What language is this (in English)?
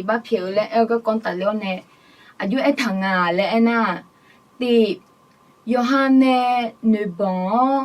Akha